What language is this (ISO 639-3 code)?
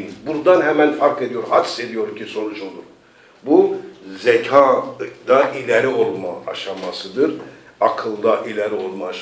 tur